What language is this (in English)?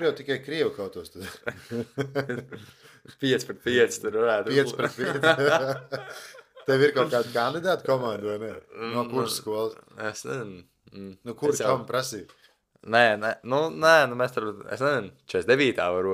Latvian